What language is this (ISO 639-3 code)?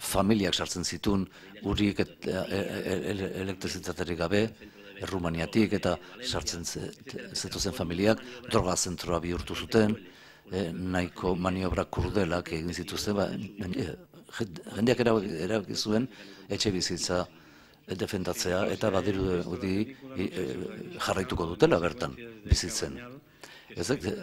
eus